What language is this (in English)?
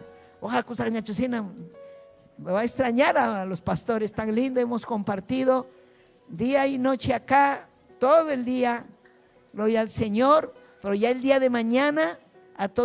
Ayacucho Quechua